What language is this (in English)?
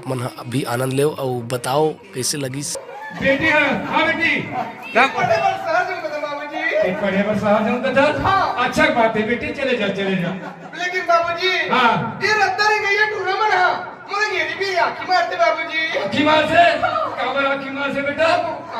Chhattisgarhi